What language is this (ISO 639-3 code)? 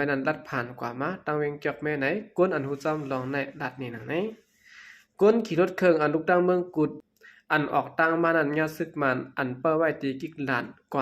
shn